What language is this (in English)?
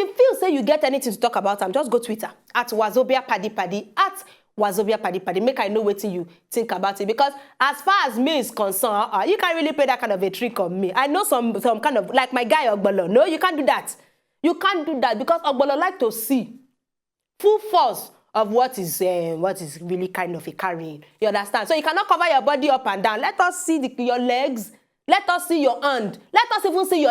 Nigerian Pidgin